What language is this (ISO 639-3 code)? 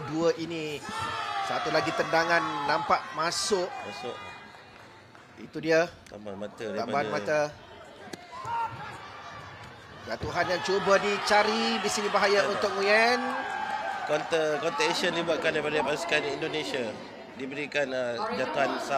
msa